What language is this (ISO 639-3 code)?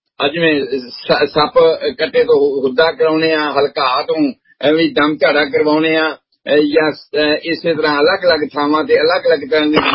pan